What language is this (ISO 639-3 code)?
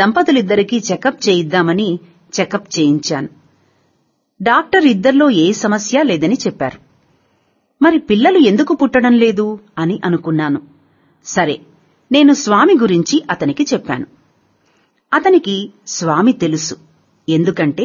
tel